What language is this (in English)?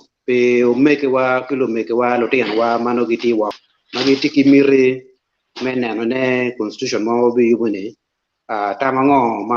Acoli